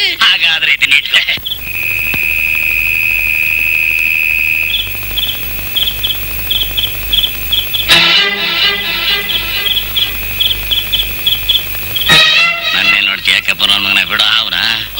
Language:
Kannada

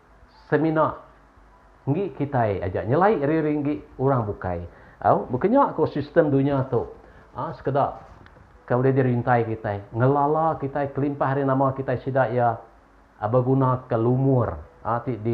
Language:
Iban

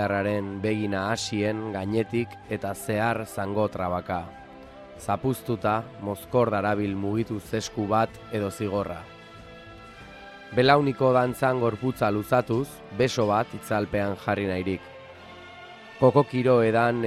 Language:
Basque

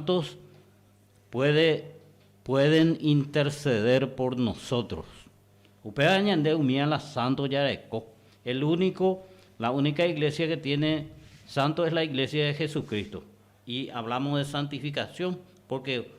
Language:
Guarani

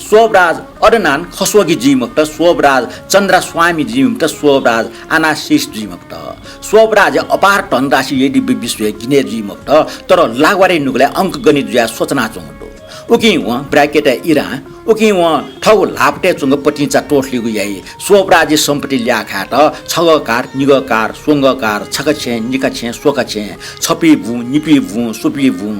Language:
Newari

